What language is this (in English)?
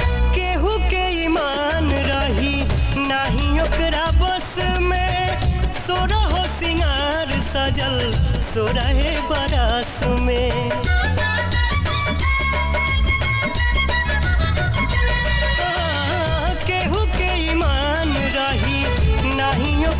Bhojpuri